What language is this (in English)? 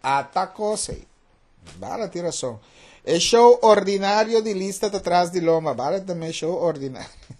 Papiamento